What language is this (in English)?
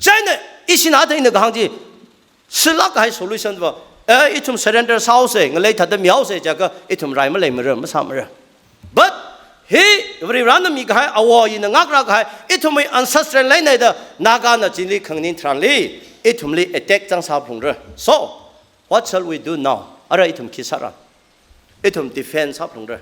Tangkhul Naga (India)